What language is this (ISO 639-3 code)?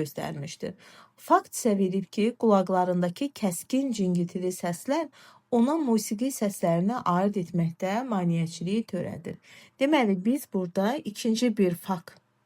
aze